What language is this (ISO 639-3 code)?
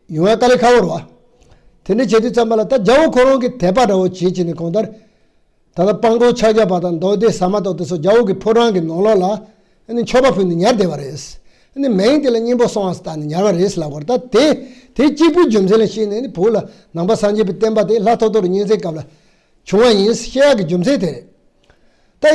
bod